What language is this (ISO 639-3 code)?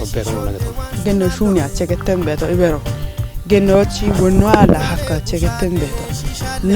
kbr